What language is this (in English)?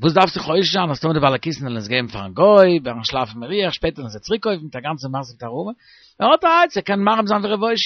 Yiddish